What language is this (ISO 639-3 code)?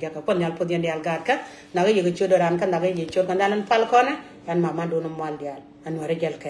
nus